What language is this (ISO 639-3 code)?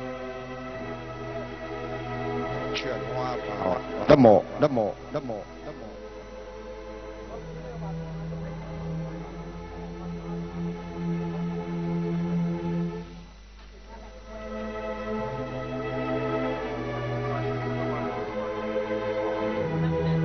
vie